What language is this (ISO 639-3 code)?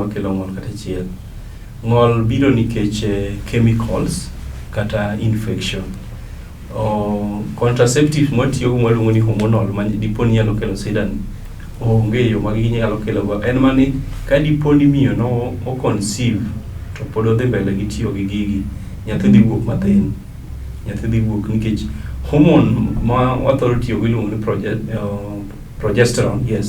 luo